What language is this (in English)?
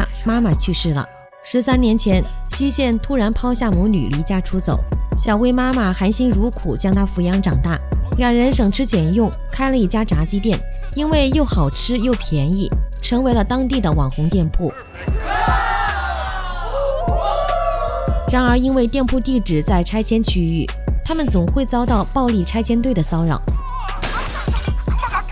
Chinese